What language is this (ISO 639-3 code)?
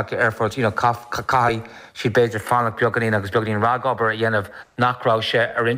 gle